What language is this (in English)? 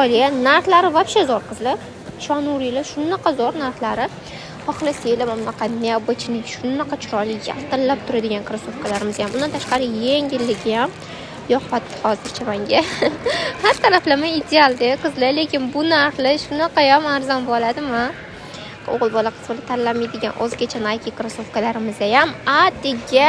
Uzbek